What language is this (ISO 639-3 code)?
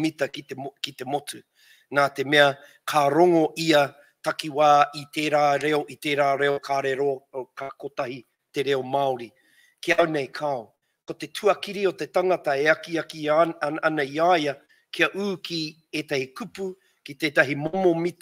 mri